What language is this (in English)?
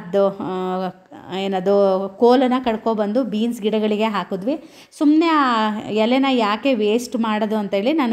Kannada